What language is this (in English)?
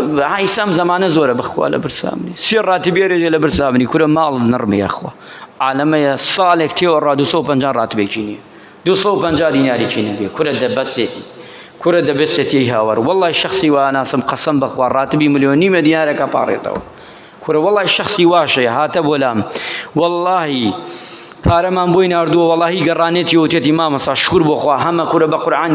Central Kurdish